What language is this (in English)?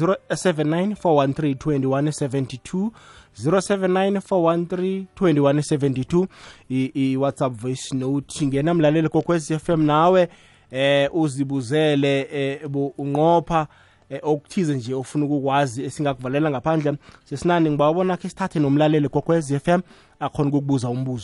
South Ndebele